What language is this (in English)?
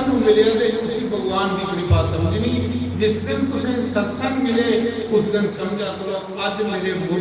Dogri